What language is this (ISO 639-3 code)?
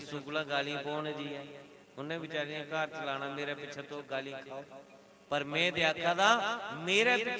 doi